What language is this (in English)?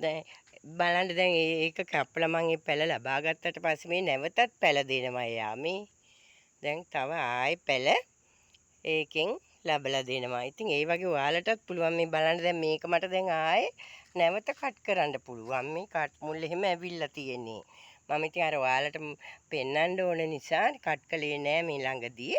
Sinhala